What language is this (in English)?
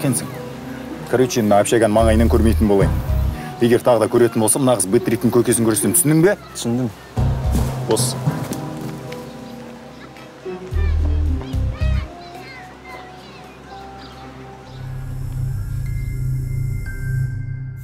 Kazakh